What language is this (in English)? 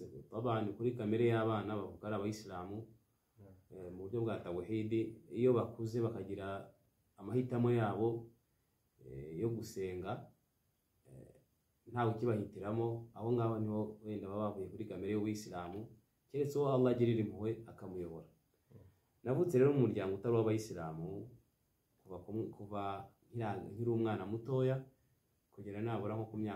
Kinyarwanda